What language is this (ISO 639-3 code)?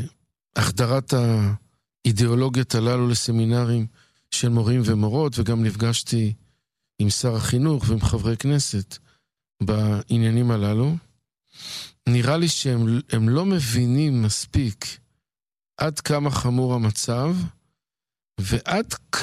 heb